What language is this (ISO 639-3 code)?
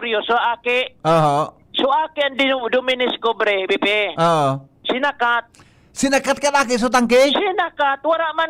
bik